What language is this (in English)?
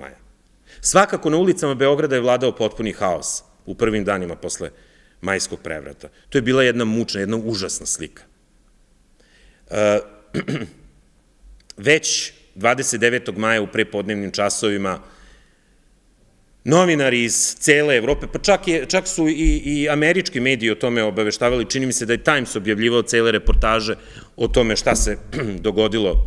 Serbian